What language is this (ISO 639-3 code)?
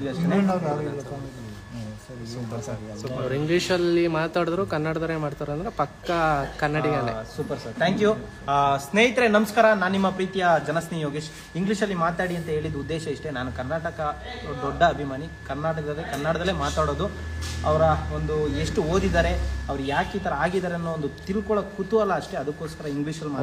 kan